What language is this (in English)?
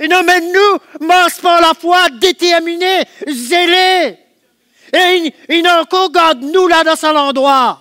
Morisyen